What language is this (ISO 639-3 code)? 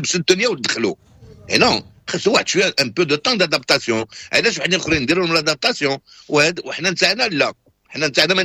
ary